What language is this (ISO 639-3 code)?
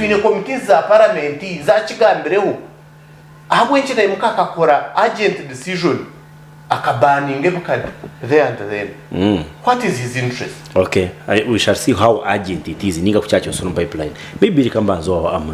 nyn